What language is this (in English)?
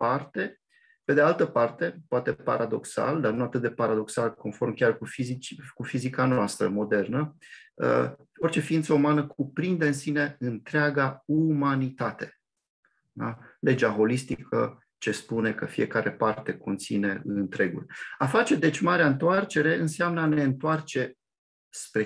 Romanian